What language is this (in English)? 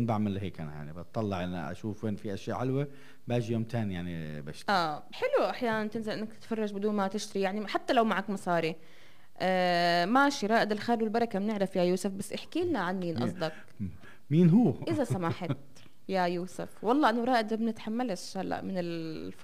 North Levantine Arabic